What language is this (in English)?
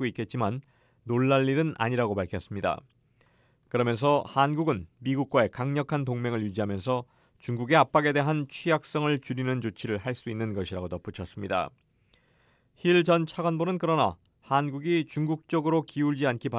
Korean